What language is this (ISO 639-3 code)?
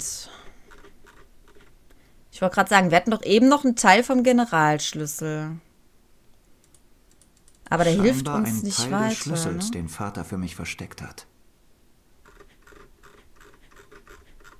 deu